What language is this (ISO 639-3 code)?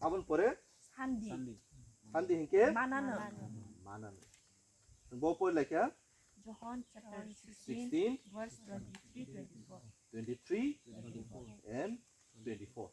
trp